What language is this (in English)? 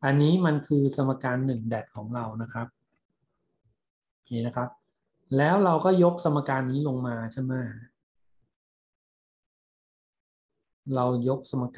Thai